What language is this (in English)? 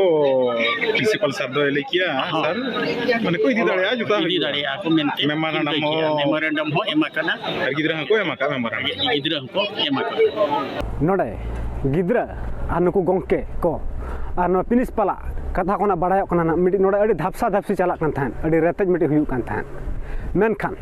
Santali